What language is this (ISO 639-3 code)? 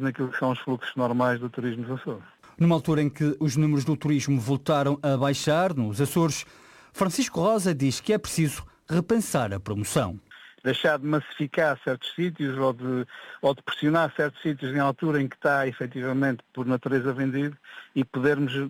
por